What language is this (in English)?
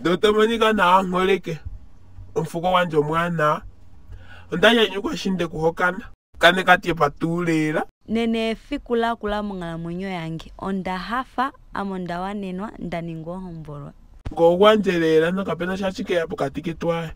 Ndonga